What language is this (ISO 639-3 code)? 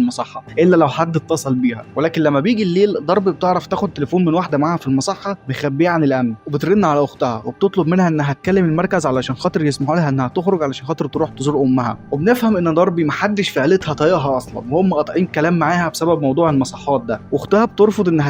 arz